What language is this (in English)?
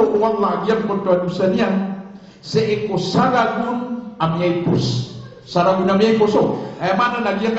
Maranao